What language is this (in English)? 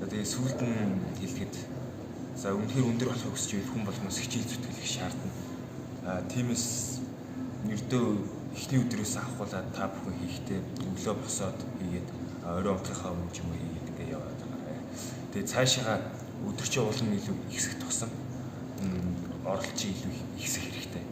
Mongolian